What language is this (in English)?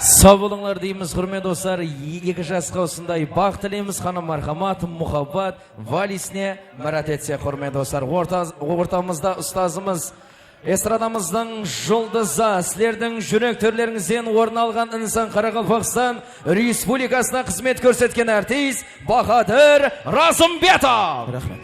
Kara-Kalpak